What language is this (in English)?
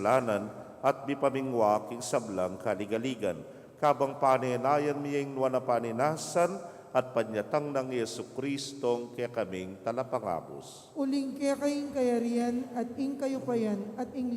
Pampanga